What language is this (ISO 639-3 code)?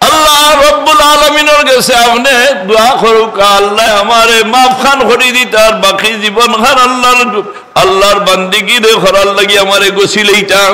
syl